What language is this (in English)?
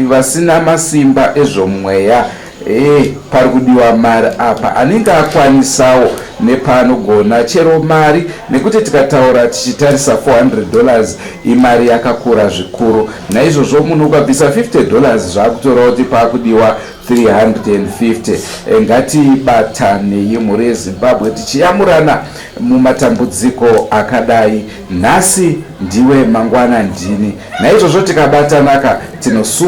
Shona